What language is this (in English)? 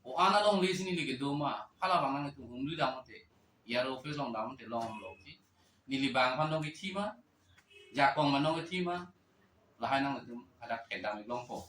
Karbi